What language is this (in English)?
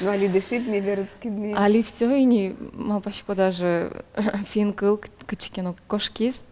Udmurt